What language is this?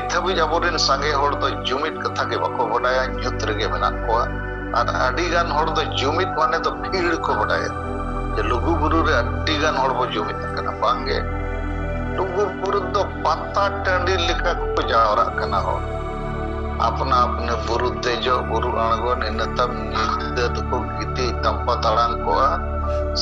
Santali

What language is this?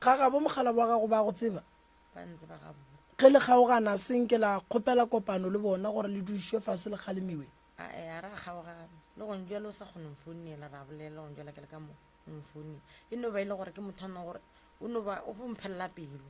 Northern Sotho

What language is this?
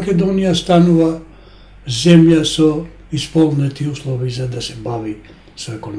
Macedonian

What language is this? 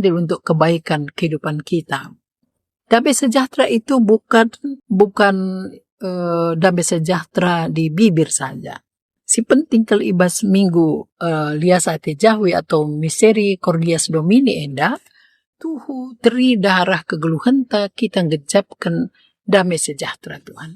Batak Karo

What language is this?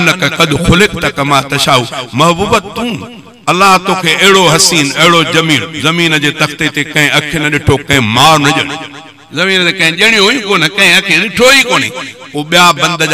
Sindhi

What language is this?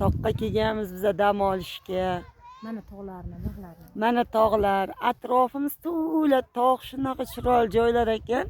Uzbek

